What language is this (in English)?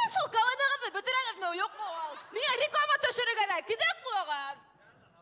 Bashkir